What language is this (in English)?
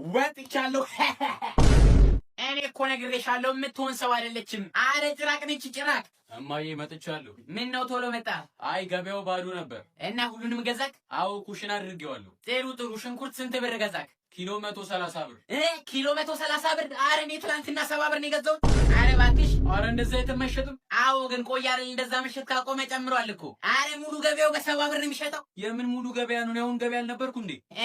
Amharic